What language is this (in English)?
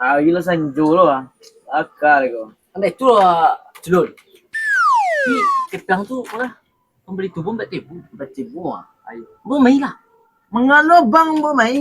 Minangkabau